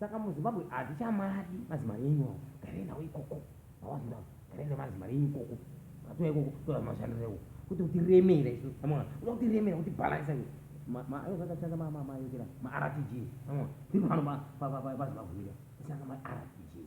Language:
Shona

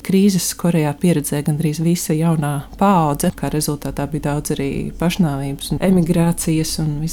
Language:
Latvian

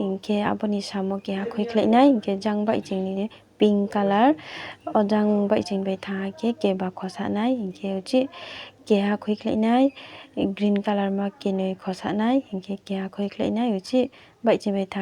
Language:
Riang (India)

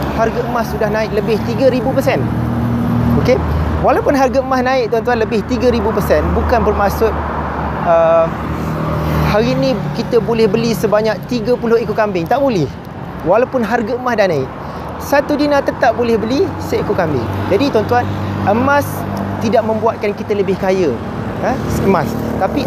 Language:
Malay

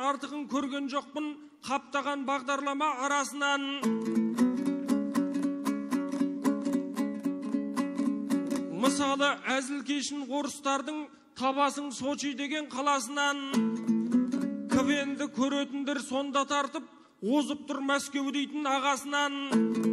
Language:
Kazakh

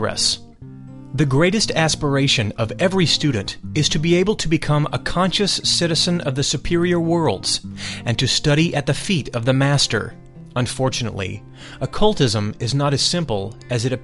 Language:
English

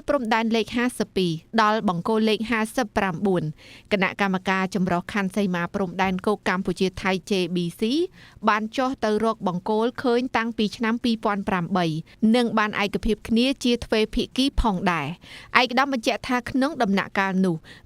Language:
Khmer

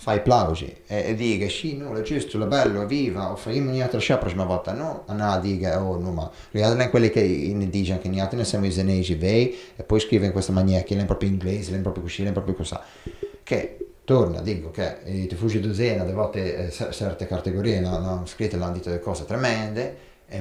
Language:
Ligurian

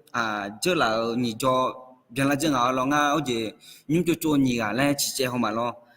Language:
Akha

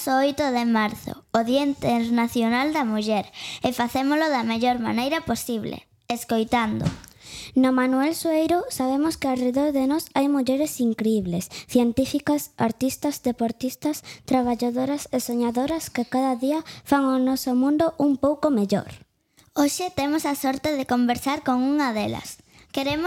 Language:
Galician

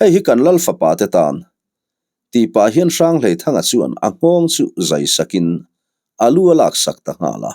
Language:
Mizo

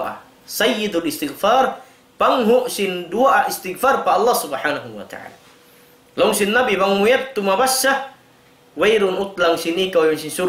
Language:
Tausug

